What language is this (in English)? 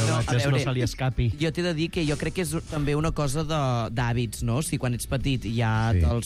Catalan